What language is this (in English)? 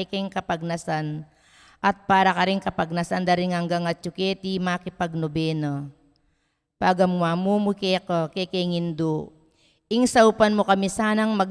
Pampanga